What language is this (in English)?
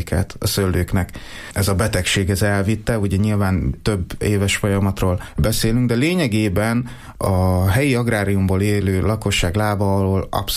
Hungarian